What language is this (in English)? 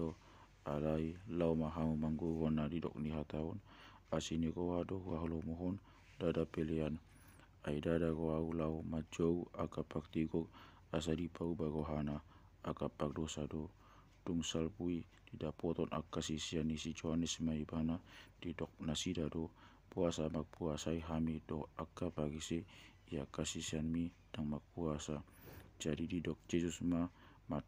Batak Toba